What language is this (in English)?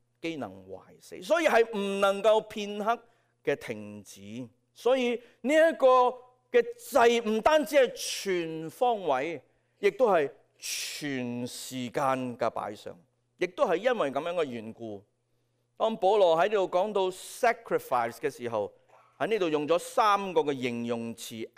Cantonese